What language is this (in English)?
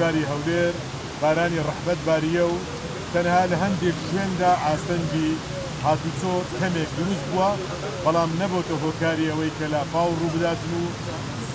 Central Kurdish